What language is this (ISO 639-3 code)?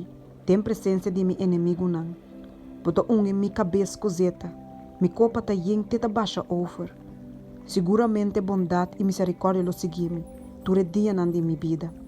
pap